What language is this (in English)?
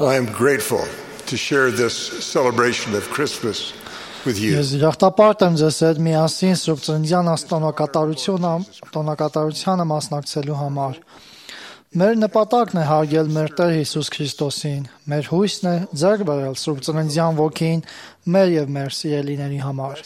Armenian